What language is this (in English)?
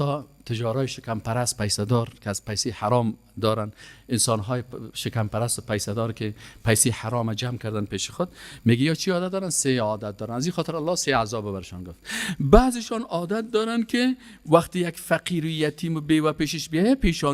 Persian